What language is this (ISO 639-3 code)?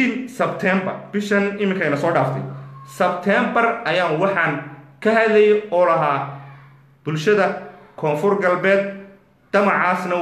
som